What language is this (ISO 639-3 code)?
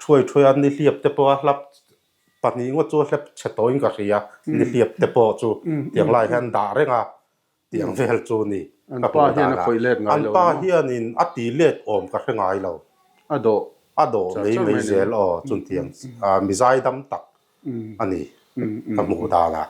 lus